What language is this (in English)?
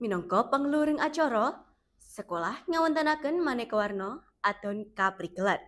Javanese